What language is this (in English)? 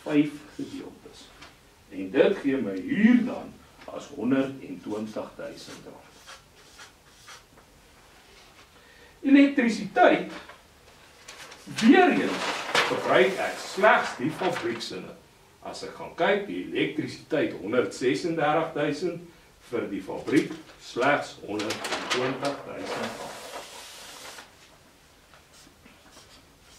Afrikaans